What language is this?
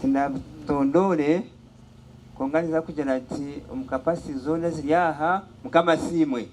Nyankole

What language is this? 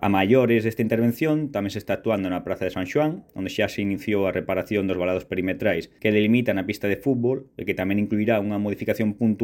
Galician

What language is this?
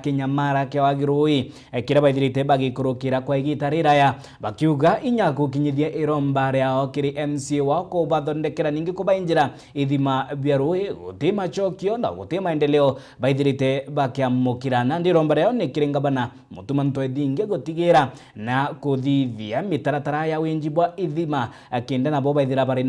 Meru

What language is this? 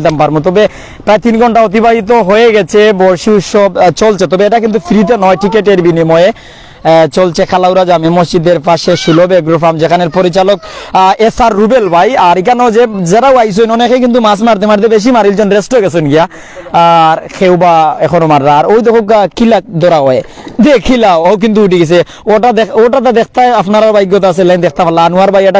Sylheti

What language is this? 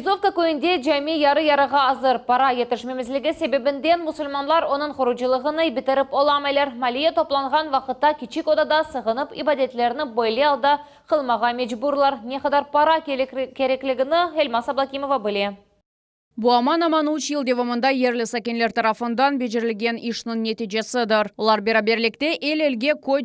Crimean Tatar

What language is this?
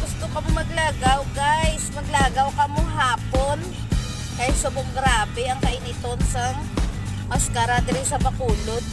Hiligaynon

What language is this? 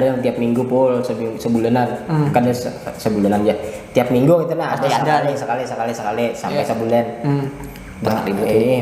Banjar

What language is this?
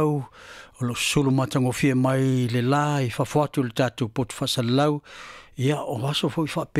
Samoan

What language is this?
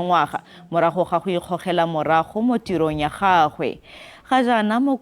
Tswana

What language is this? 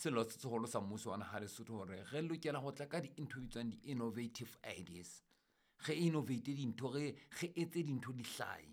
Southern Sotho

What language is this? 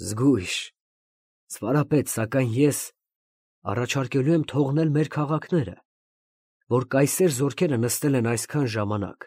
Armenian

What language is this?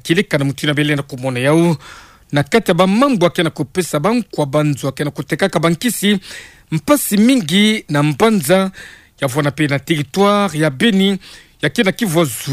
Kituba (Democratic Republic of Congo)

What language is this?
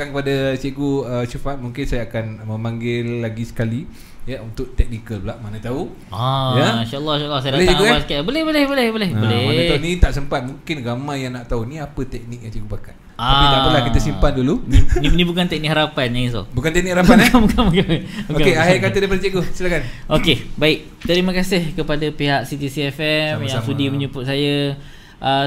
Malay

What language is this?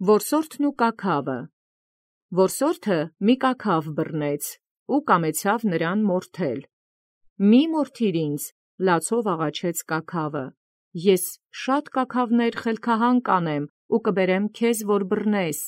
Armenian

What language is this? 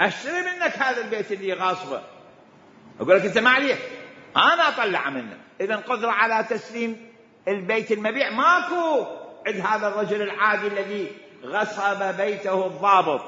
Mesopotamian Arabic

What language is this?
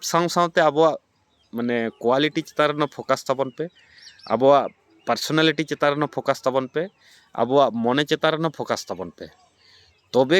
Santali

